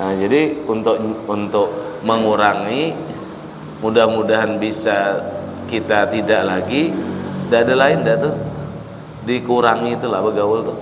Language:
Banjar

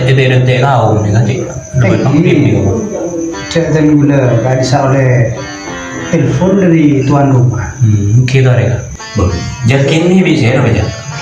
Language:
Madurese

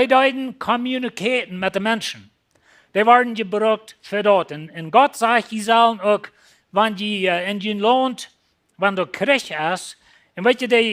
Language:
Plautdietsch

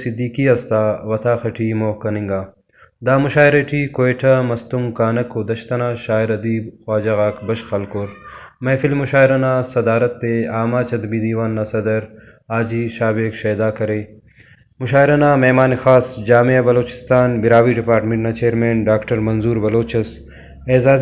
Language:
Brahui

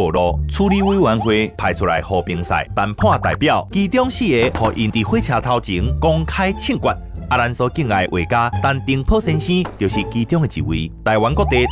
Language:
Min Nan Chinese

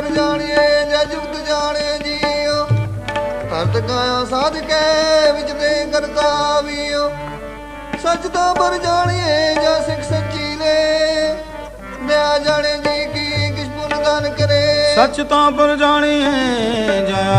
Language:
Punjabi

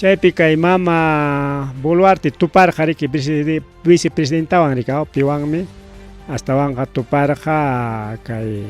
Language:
Ayacucho Quechua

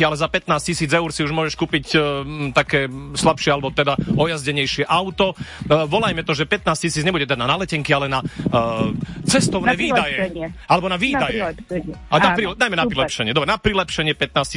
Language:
Slovak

